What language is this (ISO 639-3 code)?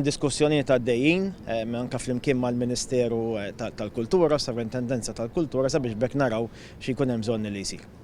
mlt